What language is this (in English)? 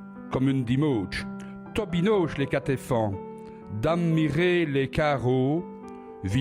Walloon